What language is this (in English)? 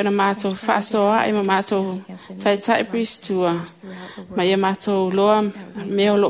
Samoan